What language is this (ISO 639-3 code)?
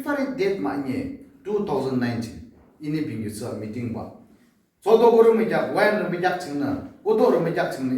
yim